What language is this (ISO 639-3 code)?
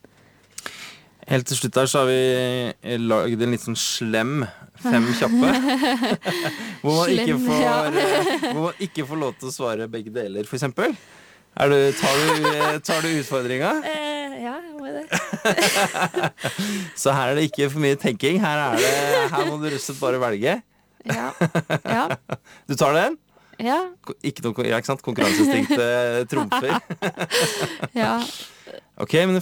nor